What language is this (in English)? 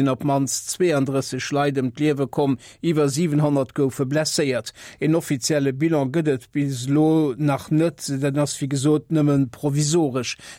Luxembourgish